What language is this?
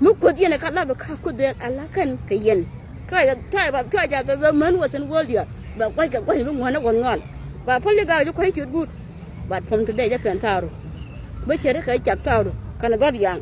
Nuer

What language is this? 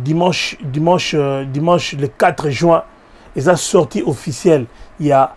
Lingala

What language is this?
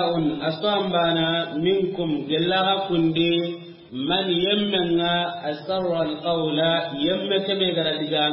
Soninke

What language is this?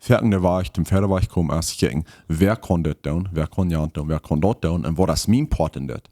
Plautdietsch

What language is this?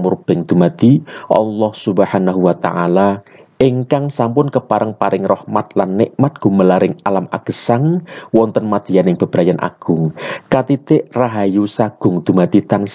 Javanese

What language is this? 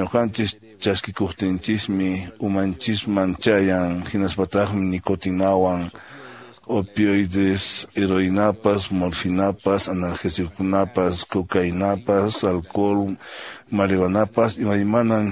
Quechua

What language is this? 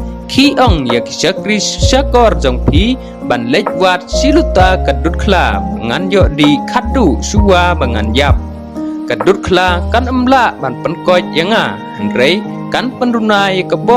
Khasi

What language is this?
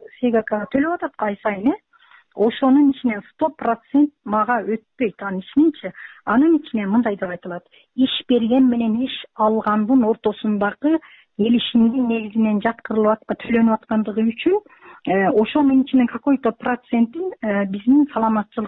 Kyrgyz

